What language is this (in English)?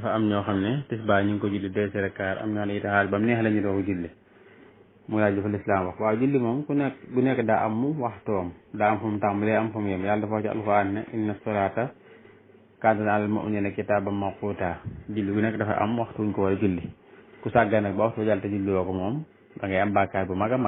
Wolof